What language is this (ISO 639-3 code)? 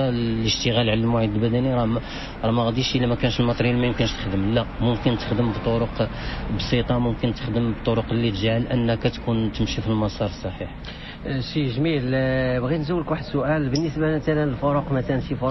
ary